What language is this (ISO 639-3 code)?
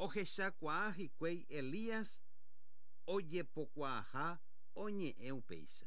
grn